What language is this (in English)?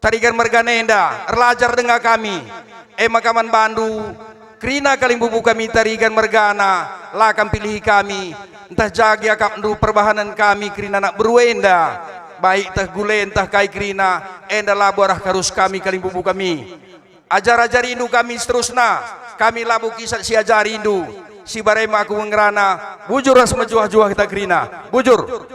Batak Karo